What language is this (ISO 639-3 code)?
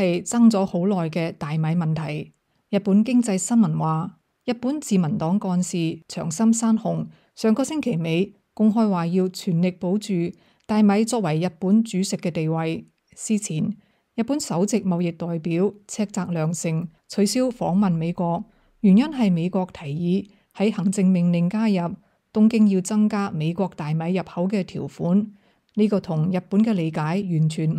yue